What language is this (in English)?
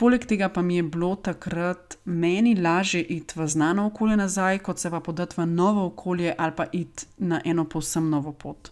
Slovenian